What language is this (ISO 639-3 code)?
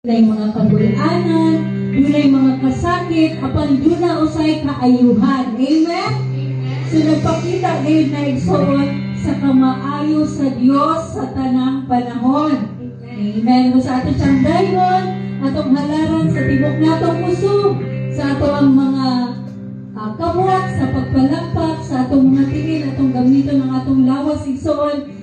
ceb